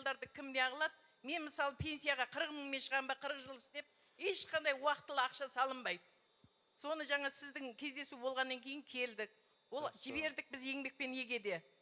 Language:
Kazakh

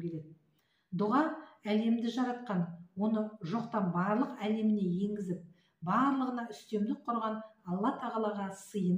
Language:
Kazakh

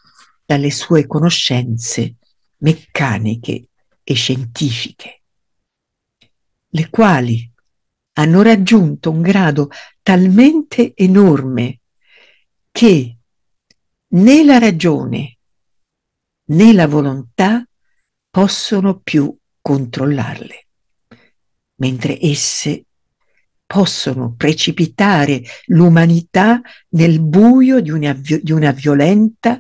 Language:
Italian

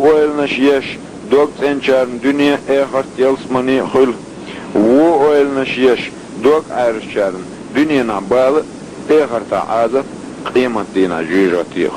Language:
Chechen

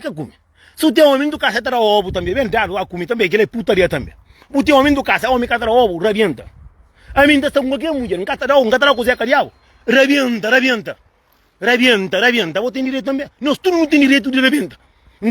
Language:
Kabuverdianu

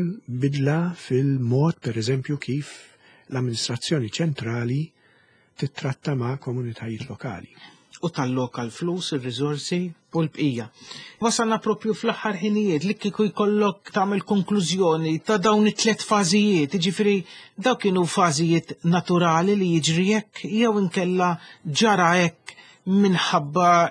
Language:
Maltese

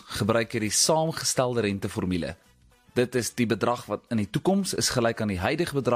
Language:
Afrikaans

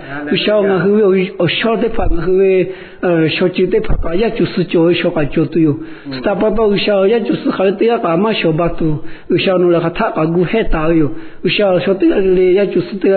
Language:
Lahu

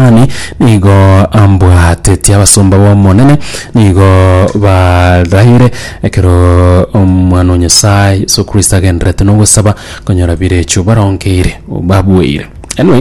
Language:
Gusii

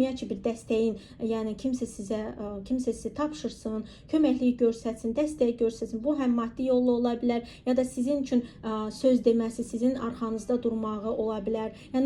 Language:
Azerbaijani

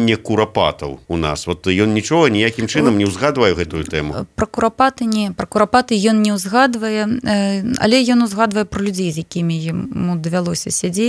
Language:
Belarusian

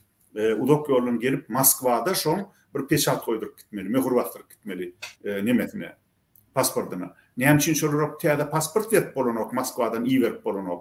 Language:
Turkmen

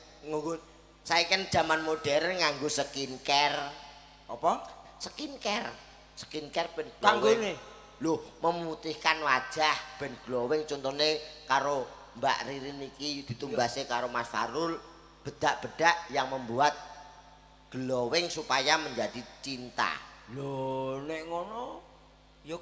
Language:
Javanese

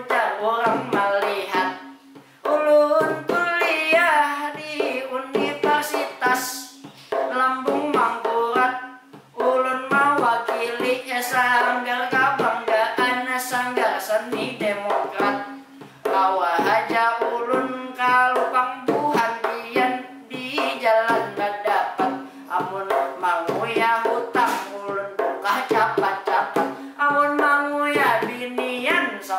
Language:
Banjar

